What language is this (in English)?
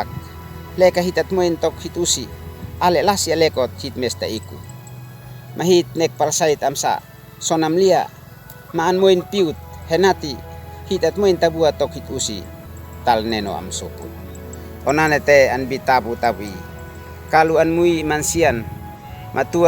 Uab Meto